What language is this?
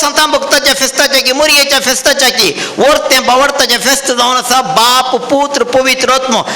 Konkani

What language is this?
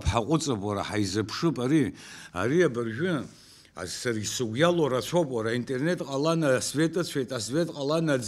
Abkhazian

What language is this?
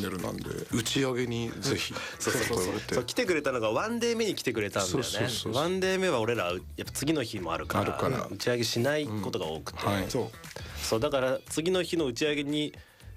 Japanese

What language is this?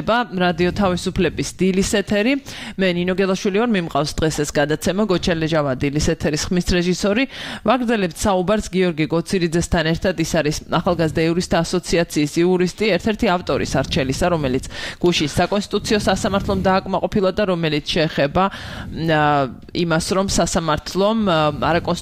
Georgian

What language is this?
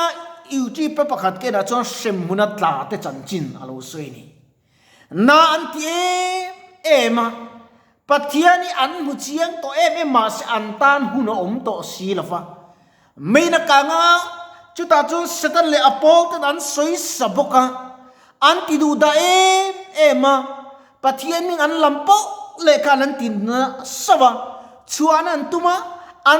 Mizo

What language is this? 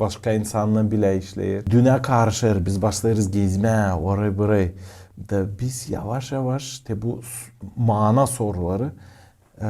Gagauz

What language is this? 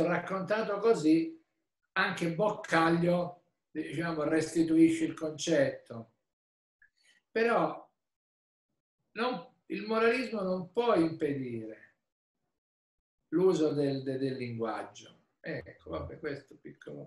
Italian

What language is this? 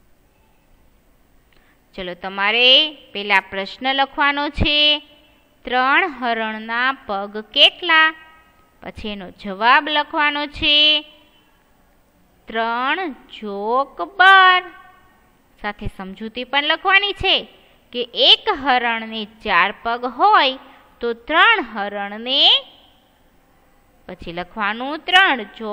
Gujarati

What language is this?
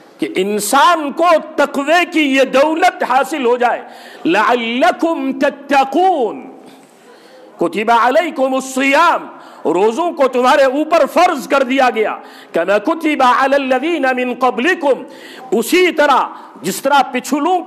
Urdu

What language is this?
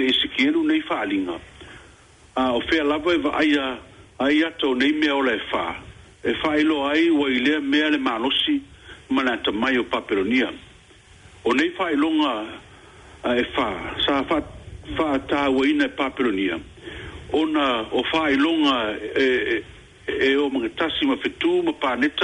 Samoan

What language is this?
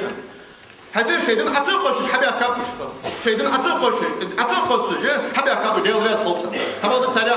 Ingush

